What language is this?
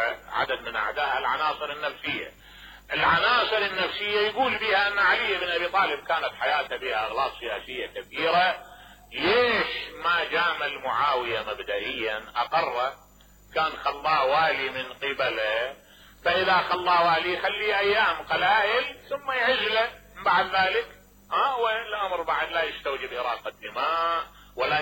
Mesopotamian Arabic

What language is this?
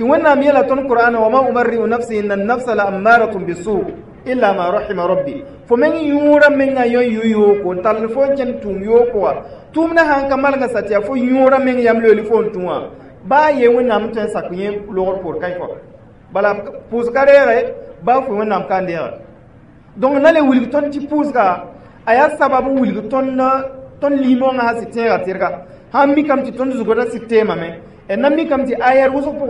Mossi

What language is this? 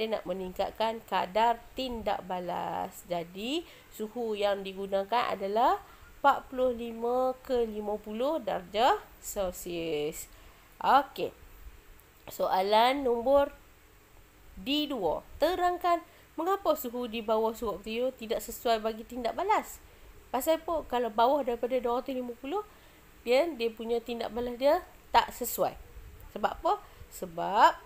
Malay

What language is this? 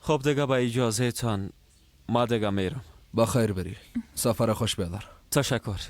Persian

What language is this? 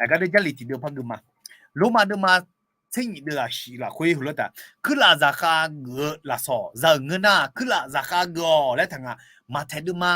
Akha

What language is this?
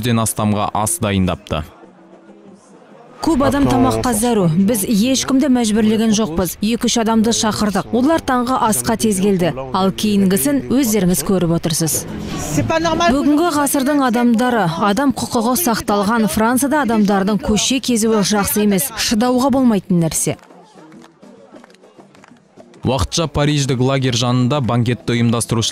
Kazakh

